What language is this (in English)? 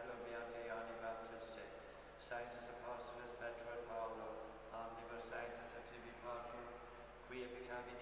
Latin